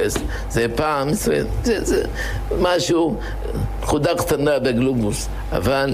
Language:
Hebrew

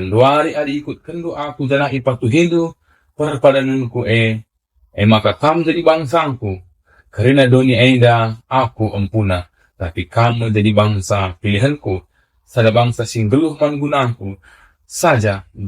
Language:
Batak Karo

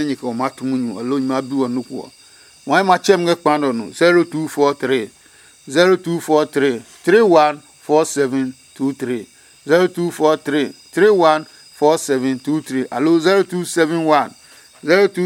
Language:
Adangme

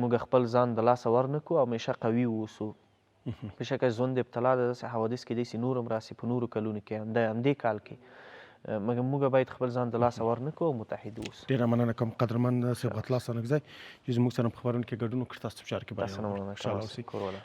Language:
Pashto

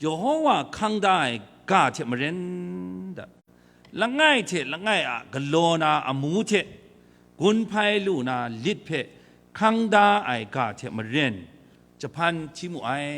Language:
Kachin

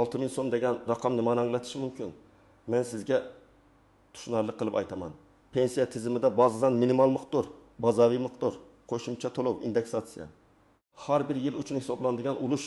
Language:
Uzbek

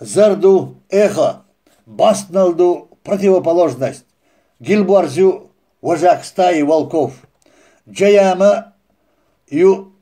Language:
Chechen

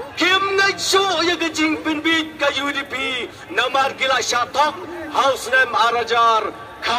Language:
Khasi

